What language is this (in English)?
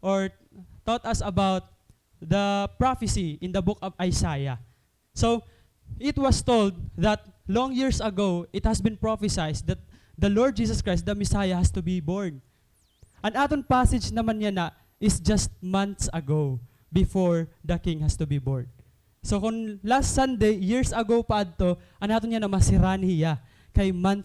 Waray